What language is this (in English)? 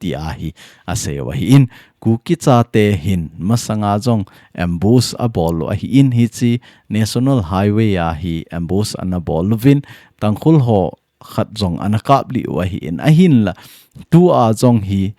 Thado Chin